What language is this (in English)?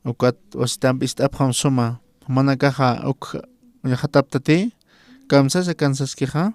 Aymara